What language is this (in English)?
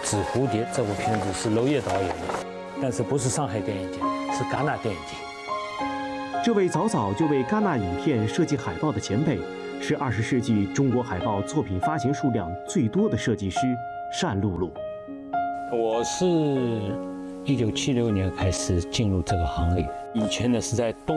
Chinese